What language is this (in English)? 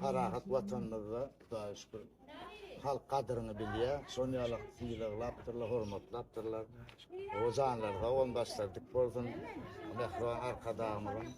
Turkmen